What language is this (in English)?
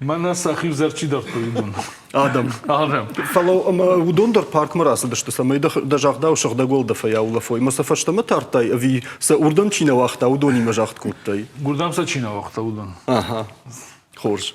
Ossetic